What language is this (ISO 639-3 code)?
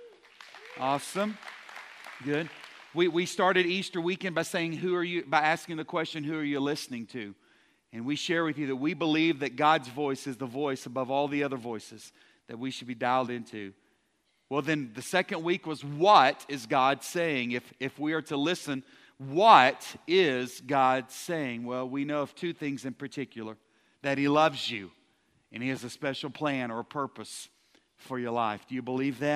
eng